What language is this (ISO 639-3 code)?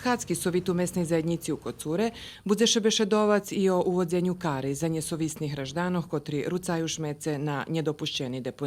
rue